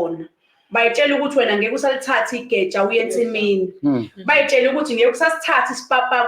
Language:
Zulu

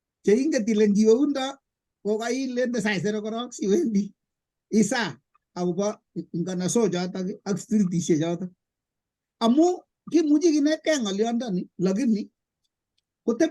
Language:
Kalenjin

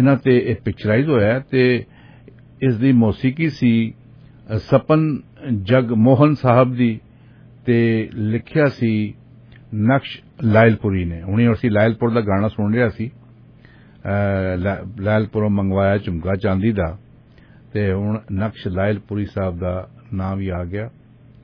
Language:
Punjabi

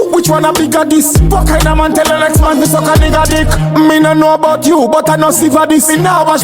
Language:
Jamaican Creole English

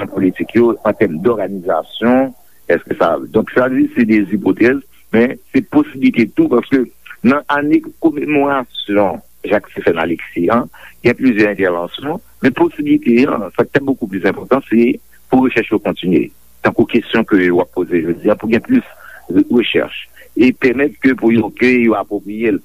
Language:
Haitian Creole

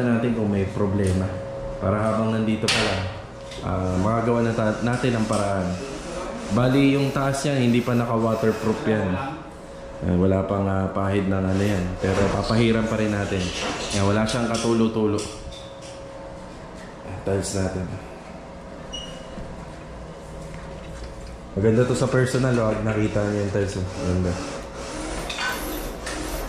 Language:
Filipino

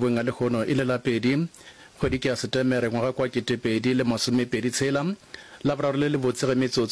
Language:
Northern Sotho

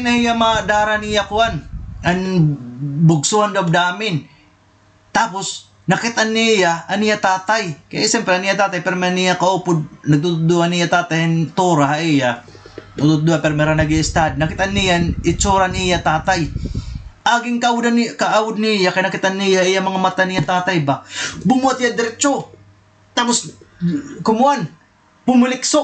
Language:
Waray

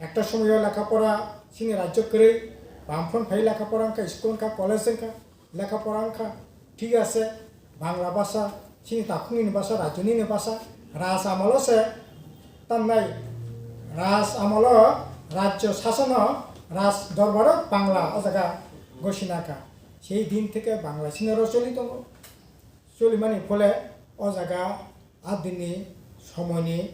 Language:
Kok Borok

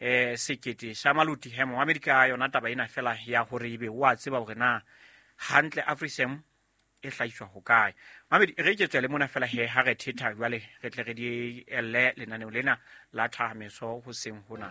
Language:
Southern Sotho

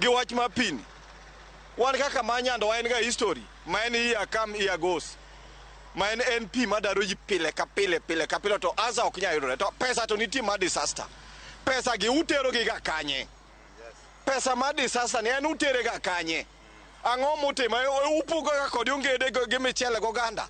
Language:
Luo (Kenya and Tanzania)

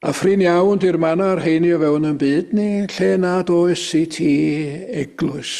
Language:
Welsh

